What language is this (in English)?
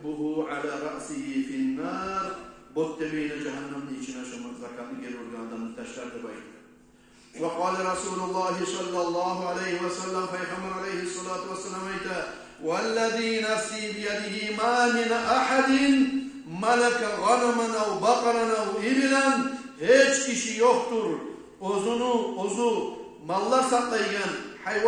Kumyk